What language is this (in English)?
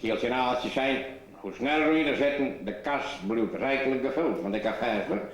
Western Frisian